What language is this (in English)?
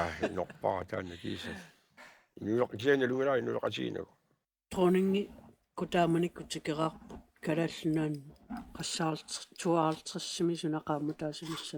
Kalaallisut